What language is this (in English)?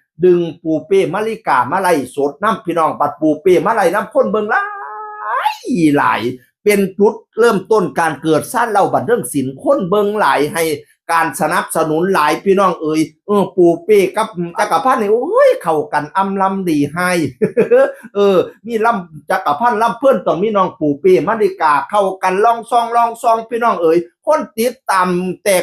Northeastern Thai